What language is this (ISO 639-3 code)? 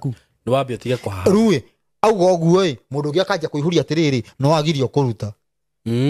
kik